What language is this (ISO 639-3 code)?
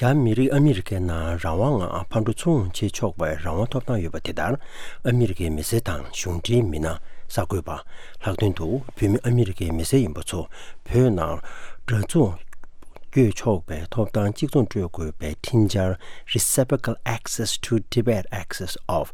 bod